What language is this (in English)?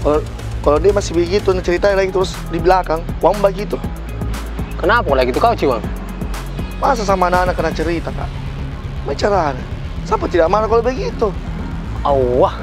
Makassar Malay